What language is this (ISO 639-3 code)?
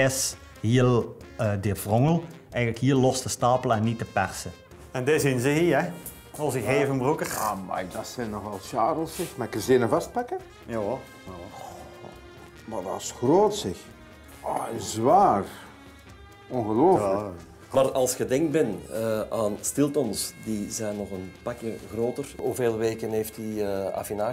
nld